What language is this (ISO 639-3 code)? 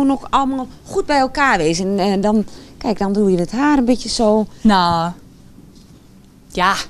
nld